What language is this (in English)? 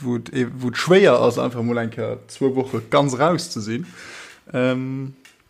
Luxembourgish